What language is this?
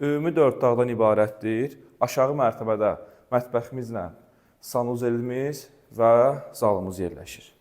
Azerbaijani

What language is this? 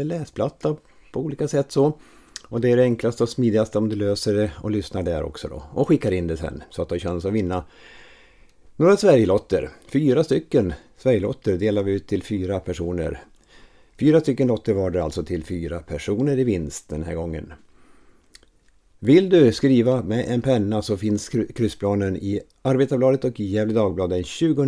Swedish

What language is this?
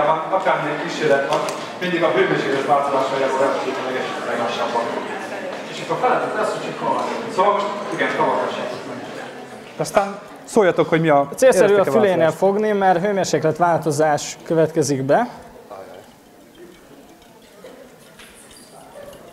Hungarian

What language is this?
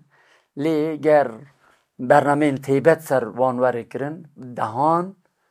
Kurdish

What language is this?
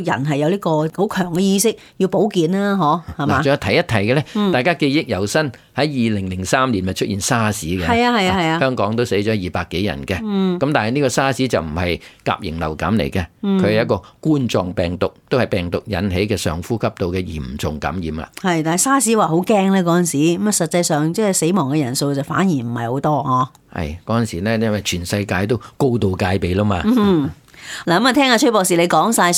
Cantonese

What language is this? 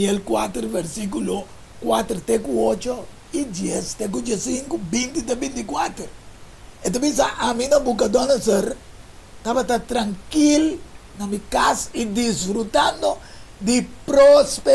Papiamento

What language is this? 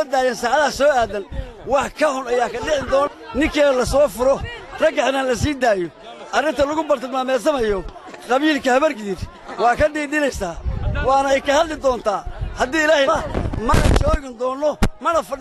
Somali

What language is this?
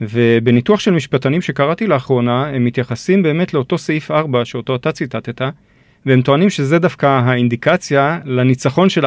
Hebrew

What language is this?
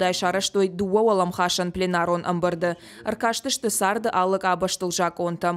Ossetic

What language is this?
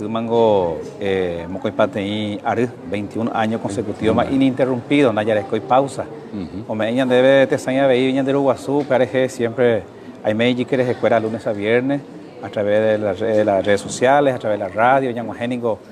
Guarani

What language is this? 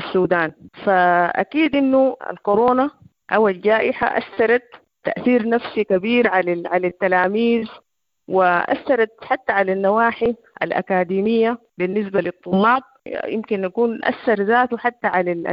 Sudanese Arabic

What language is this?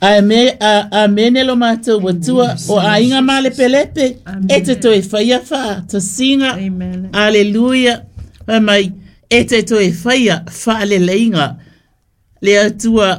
Samoan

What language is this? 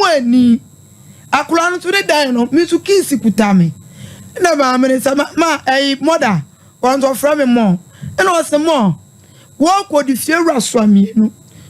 Akan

